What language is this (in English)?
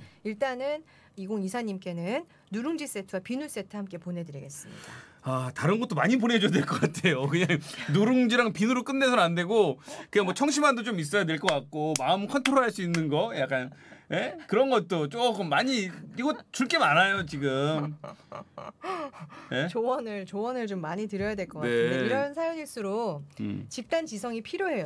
Korean